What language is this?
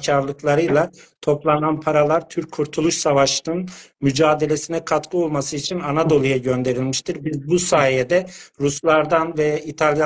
South Azerbaijani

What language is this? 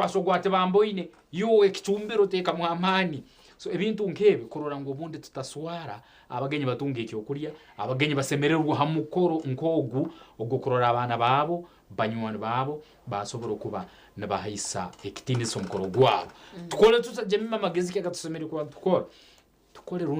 Nyankole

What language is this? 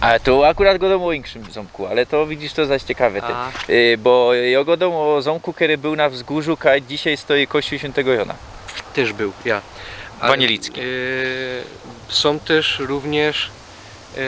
Silesian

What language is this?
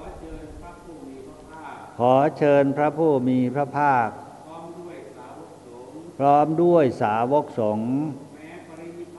Thai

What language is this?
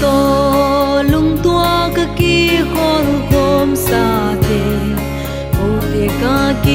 Paite Chin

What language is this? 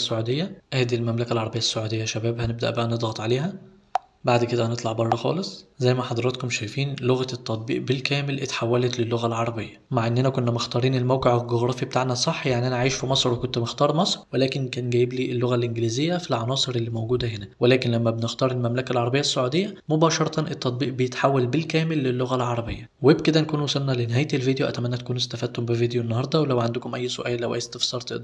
Egyptian Arabic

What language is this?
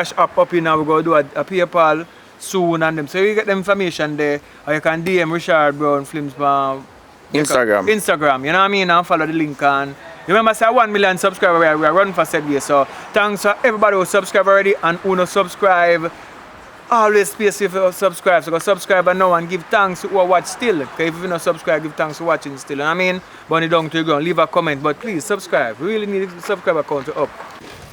Jamaican Creole English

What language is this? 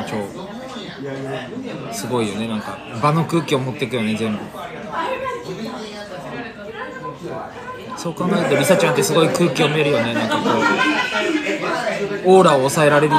Japanese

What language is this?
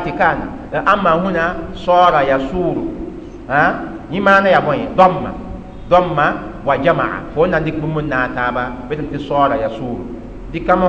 Mossi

